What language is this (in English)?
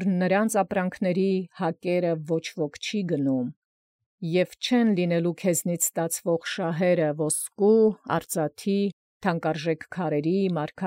Armenian